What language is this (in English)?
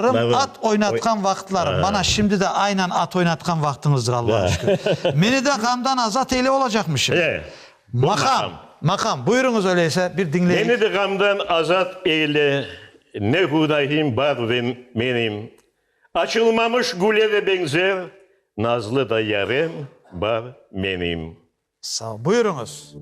Crimean Tatar